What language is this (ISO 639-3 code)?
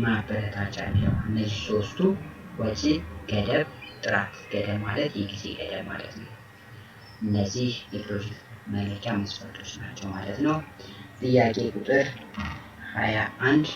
amh